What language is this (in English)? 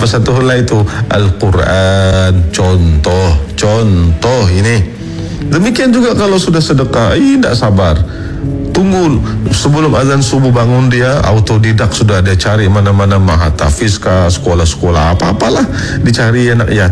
Malay